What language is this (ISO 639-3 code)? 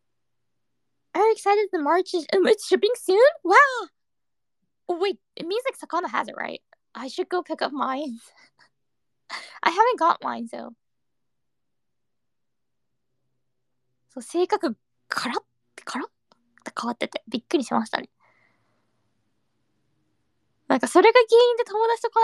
jpn